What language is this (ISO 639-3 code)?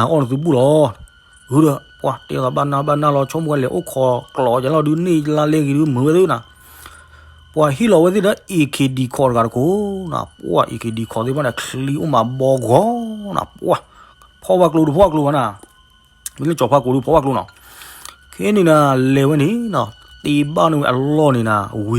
ksw